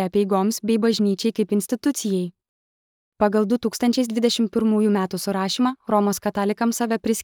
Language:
Lithuanian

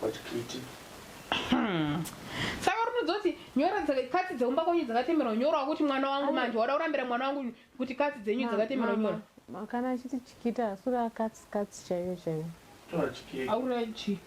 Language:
Shona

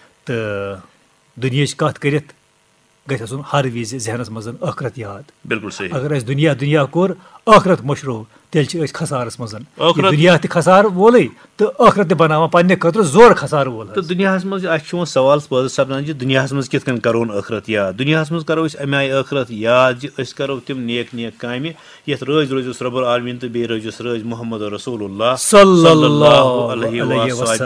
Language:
Kashmiri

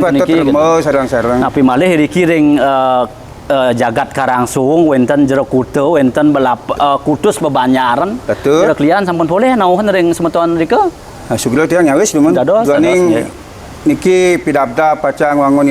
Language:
Balinese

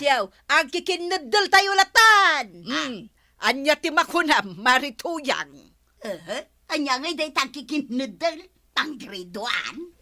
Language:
Iloko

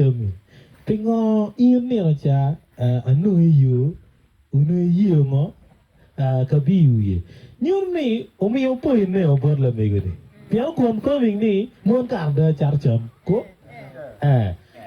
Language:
Acoli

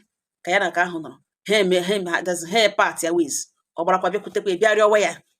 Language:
Igbo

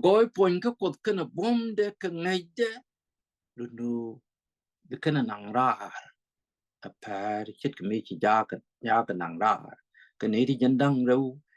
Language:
Nuer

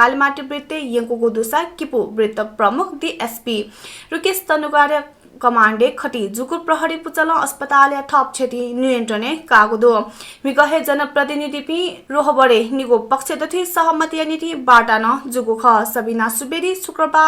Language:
Newari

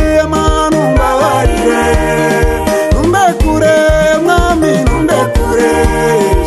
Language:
Kinyarwanda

